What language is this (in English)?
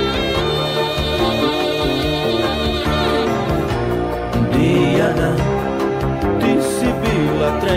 Serbian